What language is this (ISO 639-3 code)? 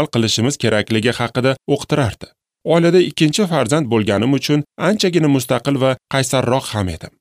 uzb